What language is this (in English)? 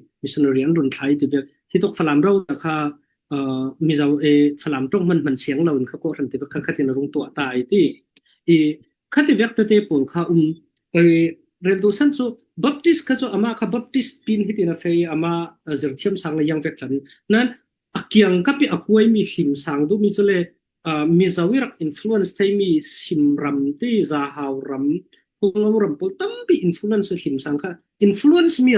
Falam Chin